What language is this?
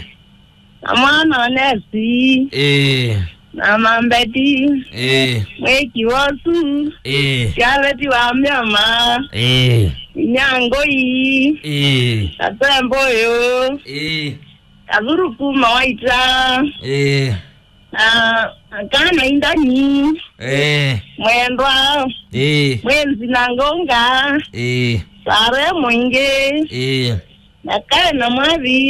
Kamba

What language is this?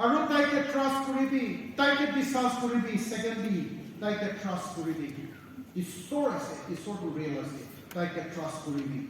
Naga Pidgin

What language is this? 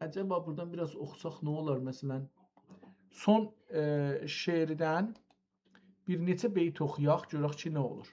South Azerbaijani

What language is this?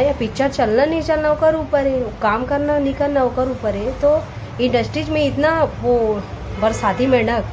Chhattisgarhi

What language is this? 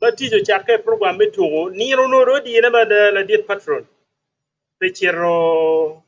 Acoli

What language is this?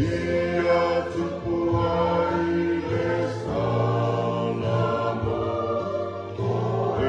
Samoan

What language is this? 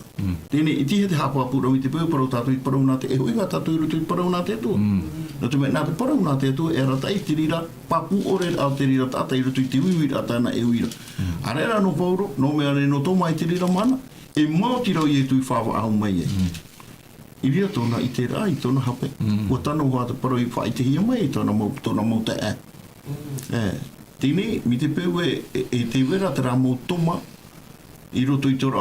Tahitian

